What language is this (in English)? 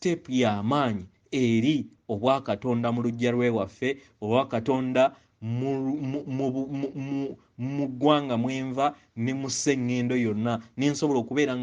Ganda